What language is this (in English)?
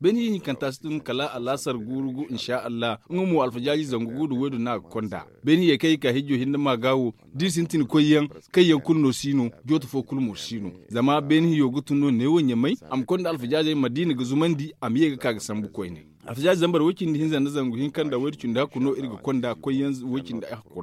Zarma